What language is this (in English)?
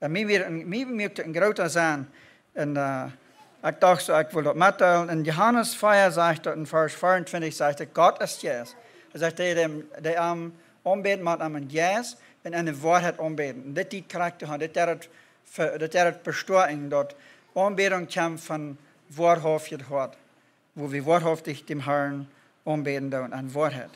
Plautdietsch